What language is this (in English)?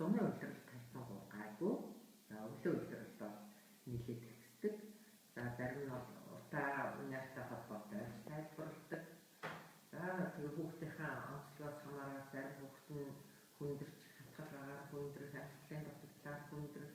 Mongolian